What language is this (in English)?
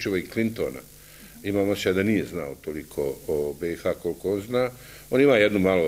Bosnian